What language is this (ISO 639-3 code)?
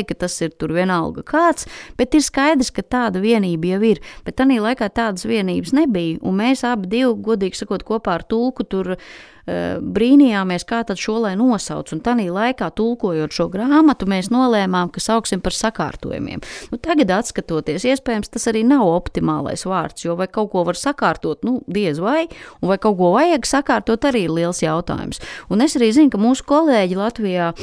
lav